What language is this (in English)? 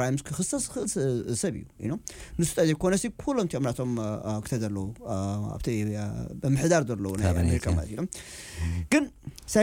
Tigrinya